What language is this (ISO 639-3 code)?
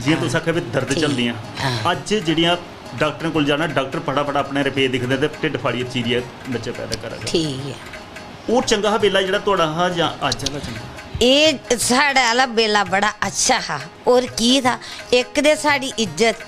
doi